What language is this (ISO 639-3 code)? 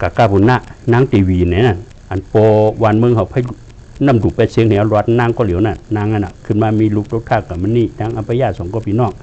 shn